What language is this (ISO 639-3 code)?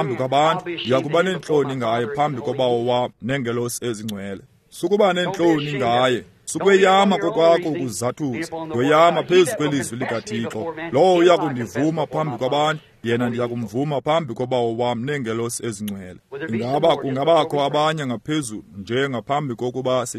xho